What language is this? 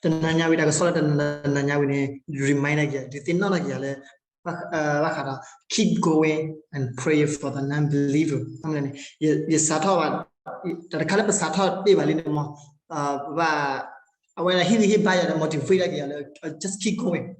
S'gaw Karen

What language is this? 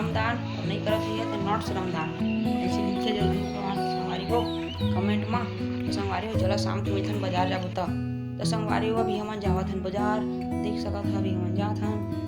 Chhattisgarhi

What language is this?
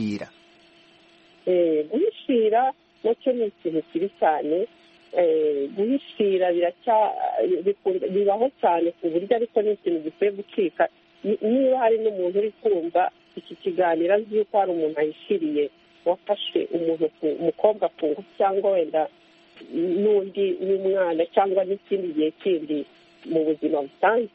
Kinyarwanda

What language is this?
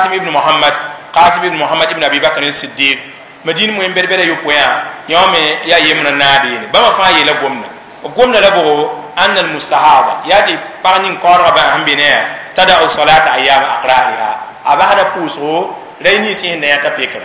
Mossi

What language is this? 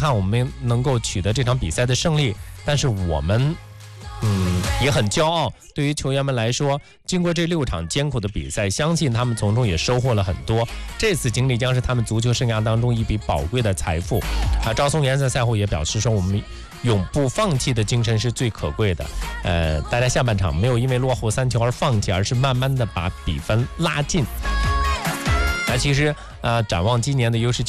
Chinese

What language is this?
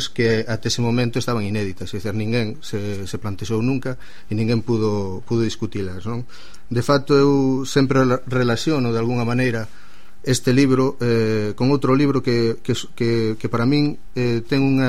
Galician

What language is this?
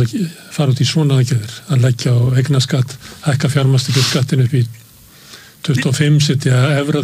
Icelandic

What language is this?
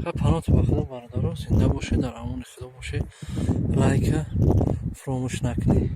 Tajik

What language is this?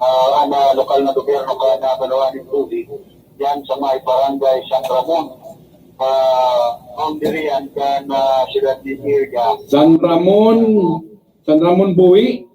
Bikol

